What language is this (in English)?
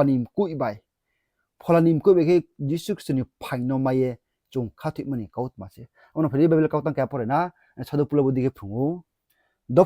Riang (India)